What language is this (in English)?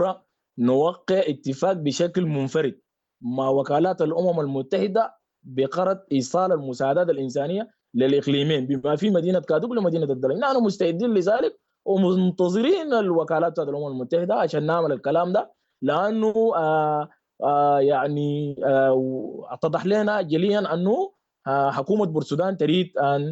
Sudanese Arabic